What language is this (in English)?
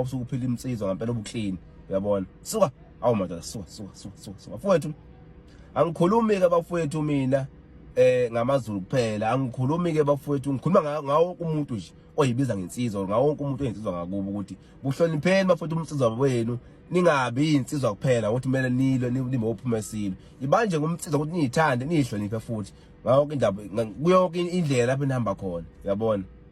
Zulu